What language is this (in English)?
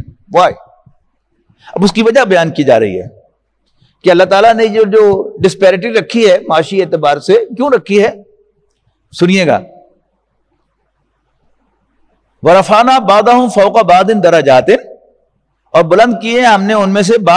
Urdu